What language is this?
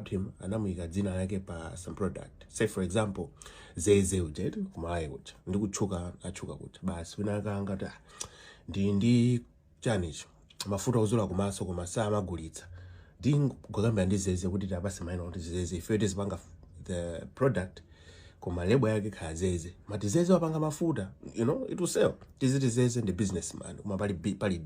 Nyanja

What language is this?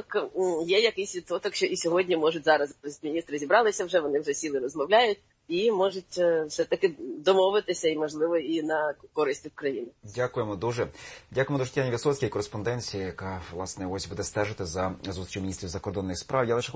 Ukrainian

